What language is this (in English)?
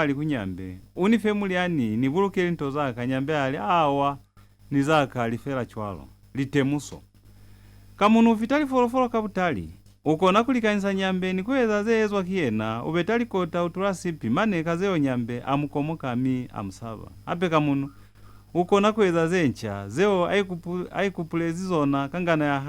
Lozi